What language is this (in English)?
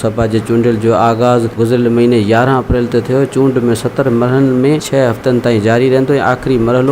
Sindhi